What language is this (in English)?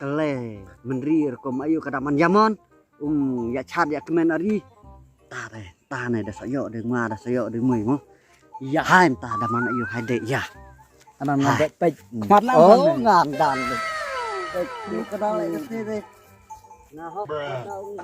Khasi